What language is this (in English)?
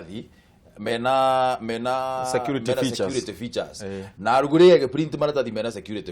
Kikuyu